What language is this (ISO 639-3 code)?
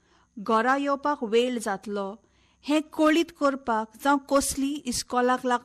kok